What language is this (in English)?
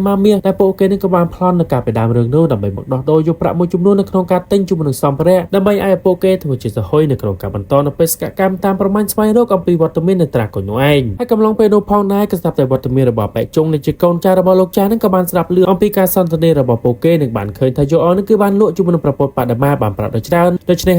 Khmer